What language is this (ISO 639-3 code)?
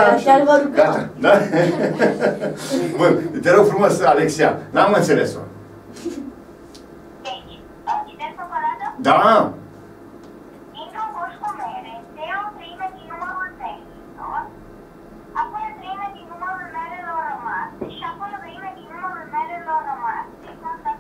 ron